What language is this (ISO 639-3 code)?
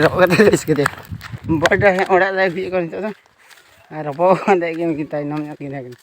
sat